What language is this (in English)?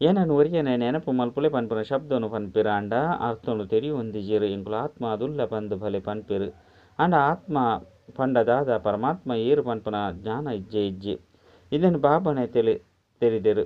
Tulu